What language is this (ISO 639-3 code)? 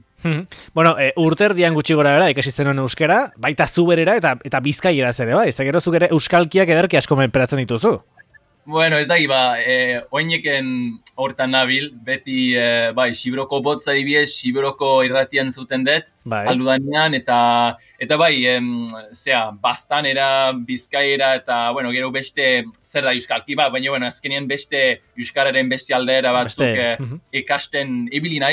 eus